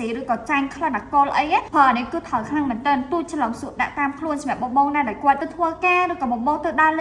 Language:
Khmer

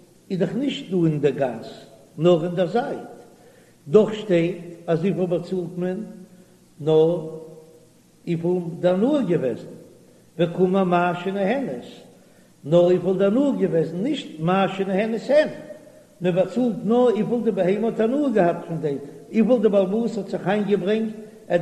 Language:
Yiddish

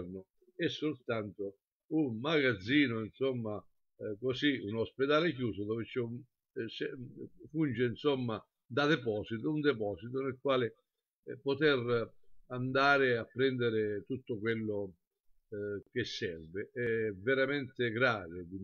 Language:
Italian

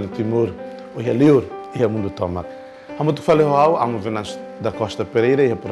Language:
Tetum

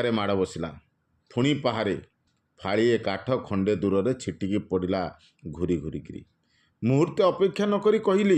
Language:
Odia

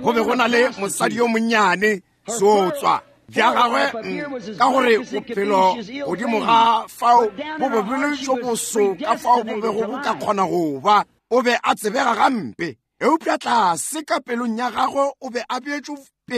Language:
Northern Sotho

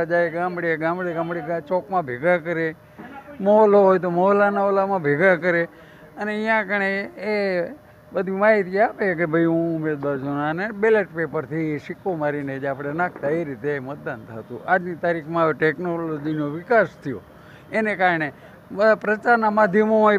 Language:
Gujarati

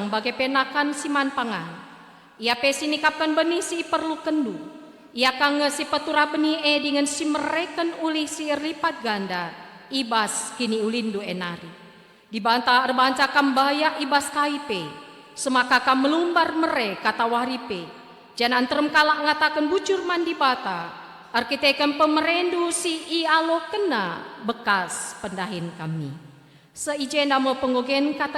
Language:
Batak Karo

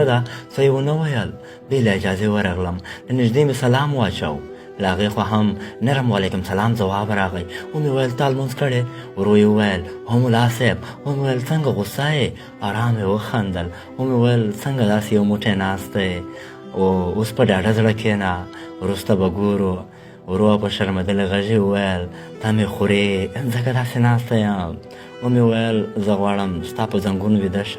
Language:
Pashto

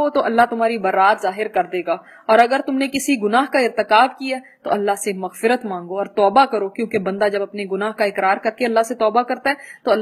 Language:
Urdu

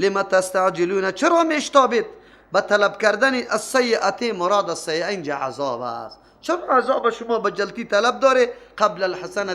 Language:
Persian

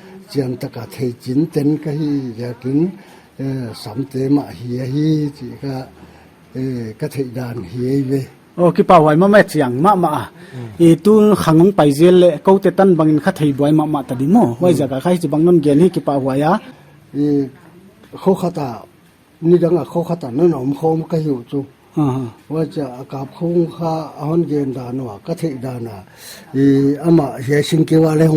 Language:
Paite Chin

